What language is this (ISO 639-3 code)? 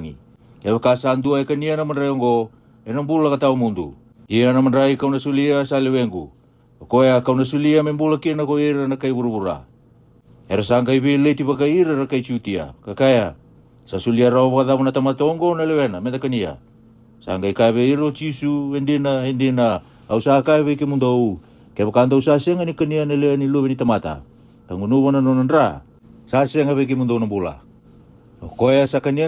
fij